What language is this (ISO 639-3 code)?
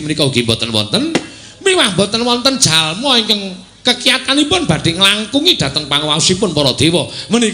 jav